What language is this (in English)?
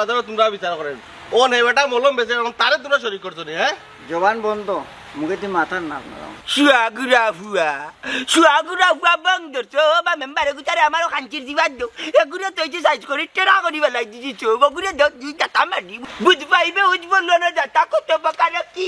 Sylheti